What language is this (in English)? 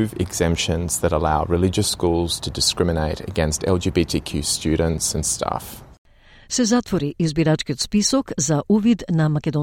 Macedonian